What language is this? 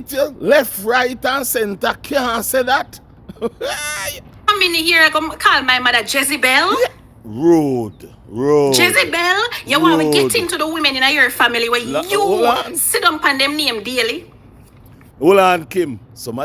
Jamaican Creole English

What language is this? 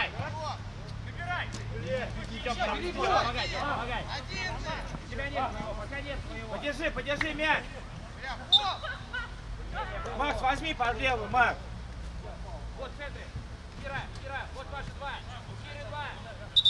Russian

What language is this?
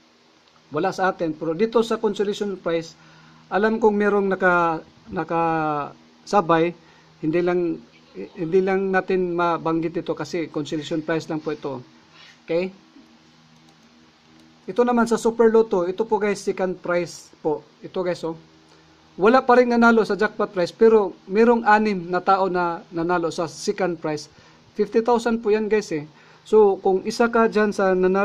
Filipino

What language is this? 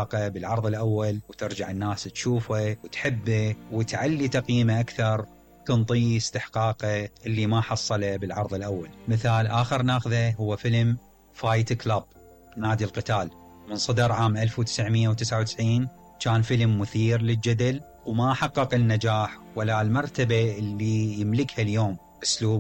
Mesopotamian Arabic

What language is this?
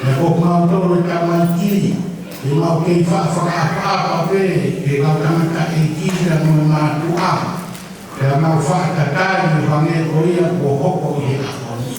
Tongan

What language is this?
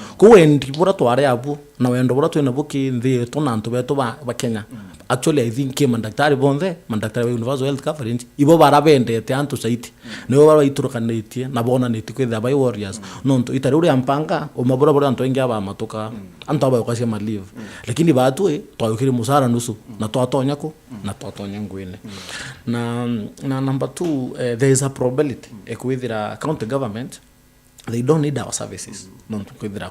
Meru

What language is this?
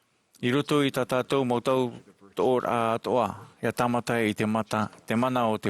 Tahitian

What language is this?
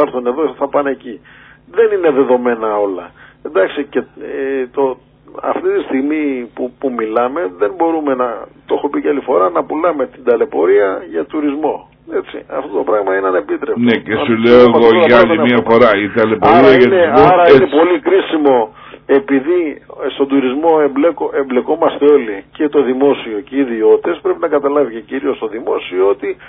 Greek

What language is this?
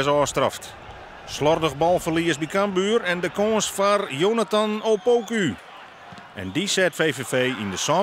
Western Frisian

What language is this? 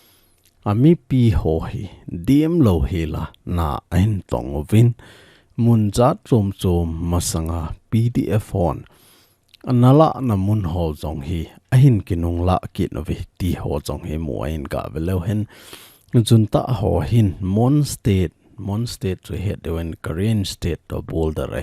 Thado Chin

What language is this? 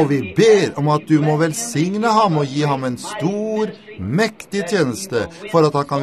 Norwegian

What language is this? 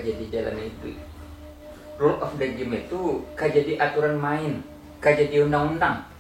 Minangkabau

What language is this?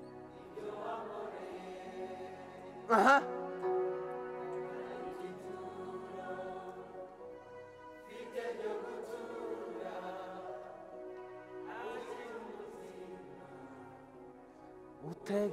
Kinyarwanda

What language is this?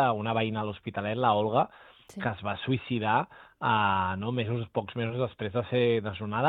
Catalan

